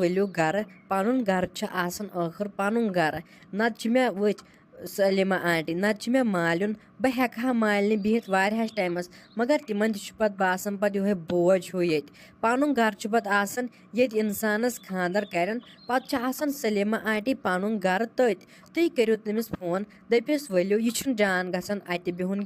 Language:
Kashmiri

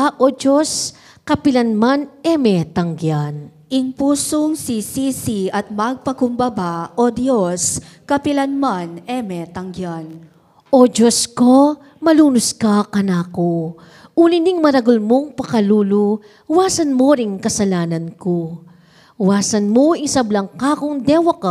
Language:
Pampanga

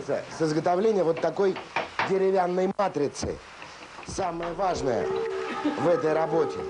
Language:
Russian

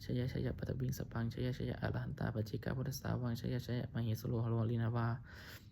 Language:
Pali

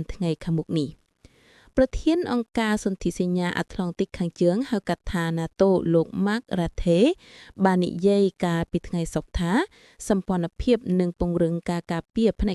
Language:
Khmer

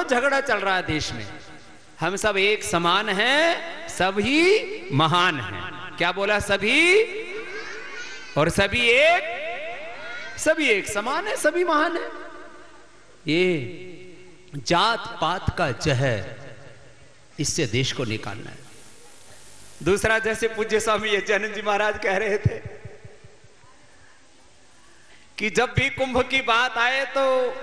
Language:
Hindi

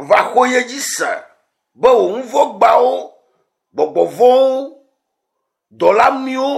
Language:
Ewe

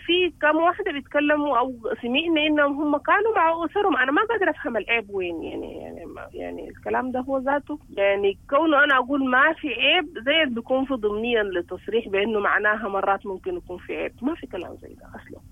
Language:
Sudanese Arabic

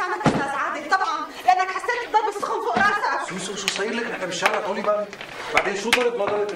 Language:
North Levantine Arabic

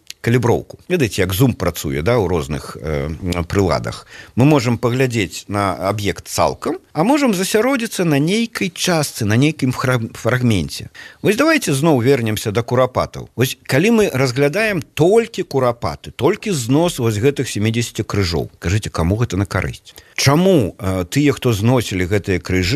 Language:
Belarusian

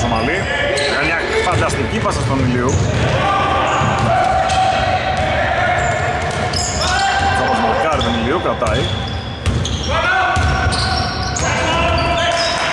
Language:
Greek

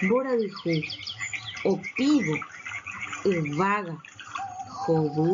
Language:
Guarani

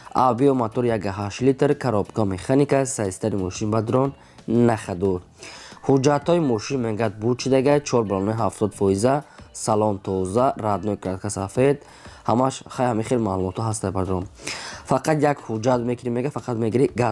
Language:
Tajik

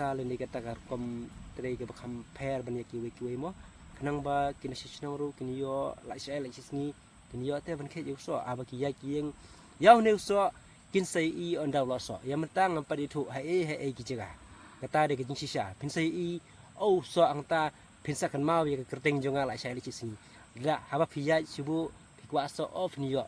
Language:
Khasi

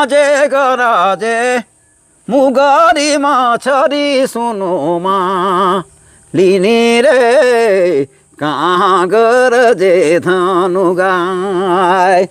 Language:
Sadri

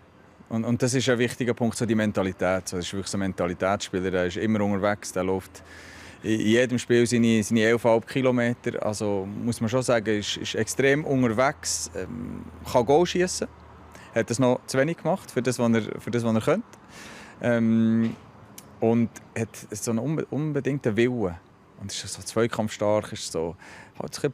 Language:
Romansh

